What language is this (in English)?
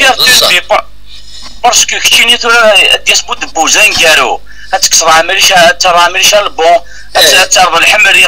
Kabyle